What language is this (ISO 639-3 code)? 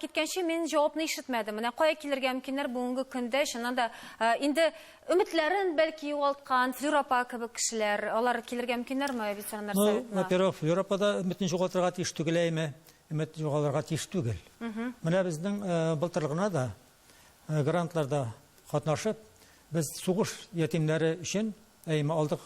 tat